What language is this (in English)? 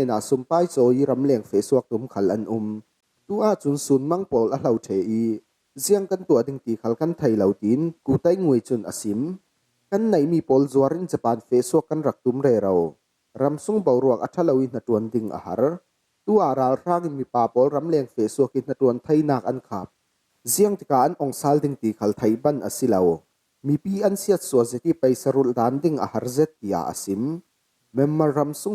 Falam Chin